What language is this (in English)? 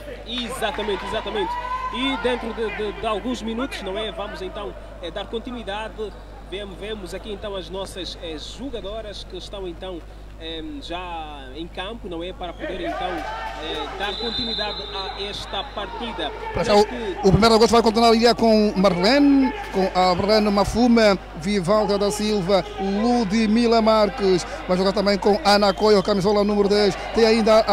Portuguese